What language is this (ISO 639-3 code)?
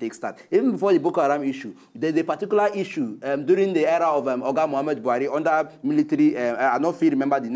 pcm